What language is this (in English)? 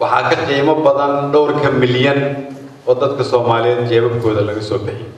Somali